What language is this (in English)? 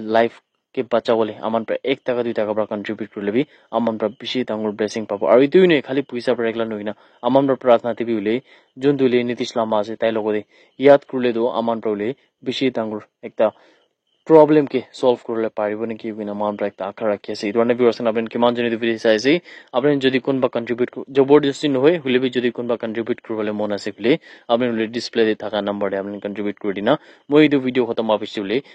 Naga Pidgin